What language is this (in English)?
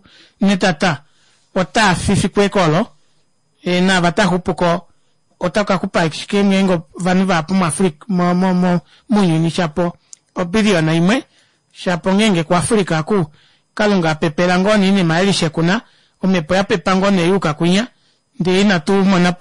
Kuanyama